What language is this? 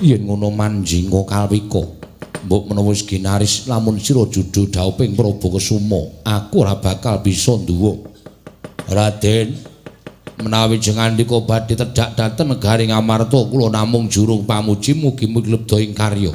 Javanese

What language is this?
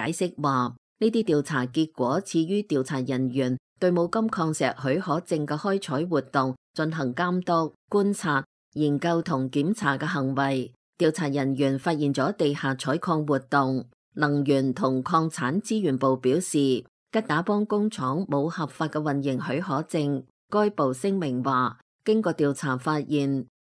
Cantonese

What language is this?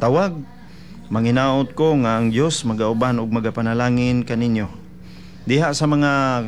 Cebuano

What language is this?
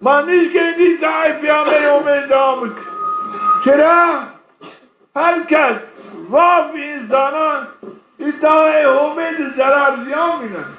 Zaza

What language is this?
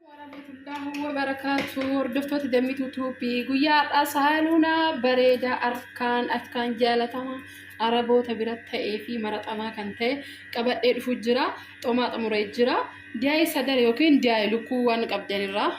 Oromo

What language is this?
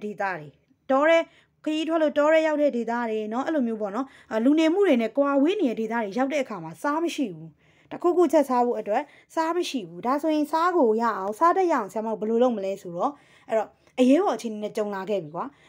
Burmese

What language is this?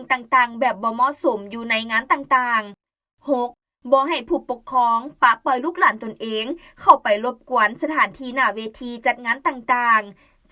Lao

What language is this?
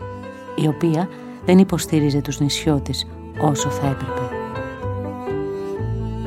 Greek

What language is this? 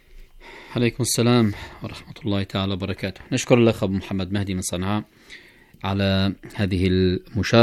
Arabic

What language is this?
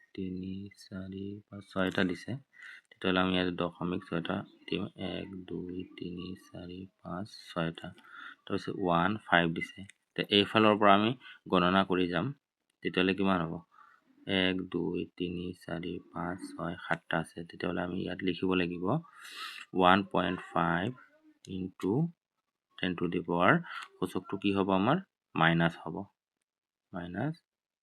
Assamese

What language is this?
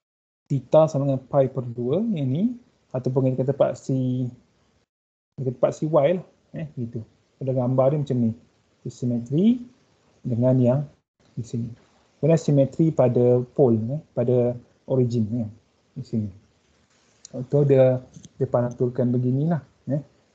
Malay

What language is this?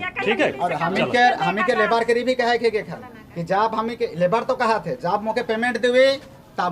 Sadri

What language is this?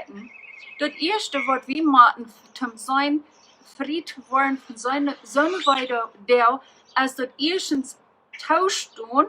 Plautdietsch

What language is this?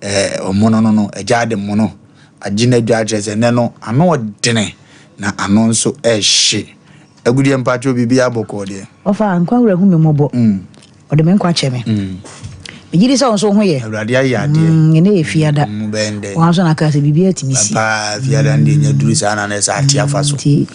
Akan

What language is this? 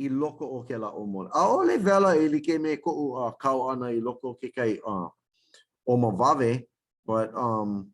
Hawaiian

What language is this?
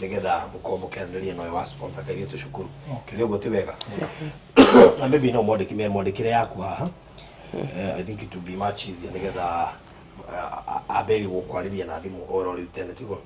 Kikuyu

